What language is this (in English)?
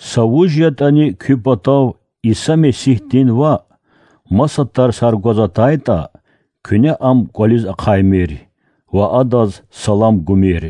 Lezghian